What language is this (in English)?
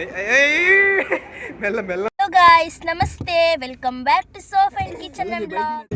Tulu